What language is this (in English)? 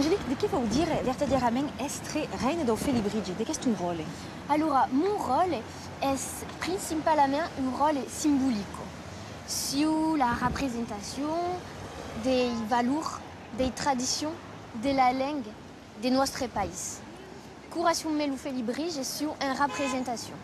Occitan